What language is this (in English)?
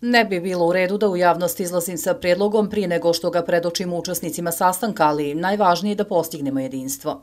Croatian